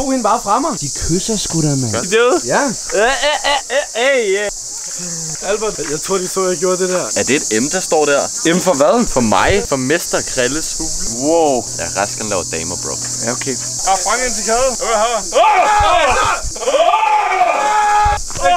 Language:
Danish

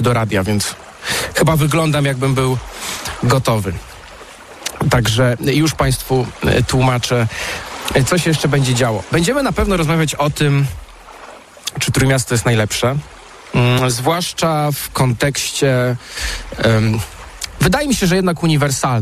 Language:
Polish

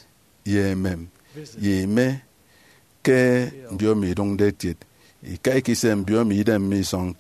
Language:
Efik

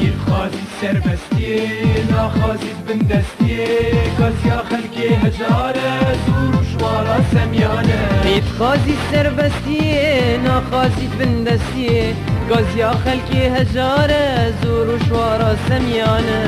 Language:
Kurdish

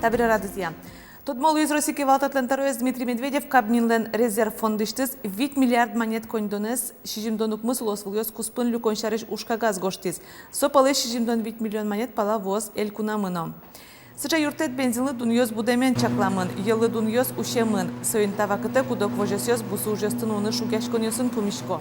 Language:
Udmurt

